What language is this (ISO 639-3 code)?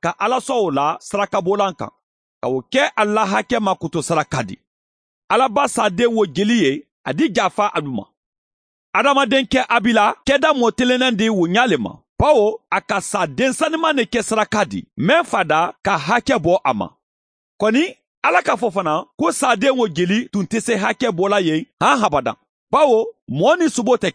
man